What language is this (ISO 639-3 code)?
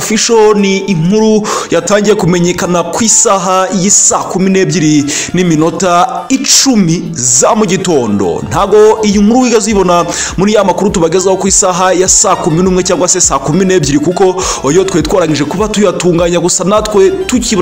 kin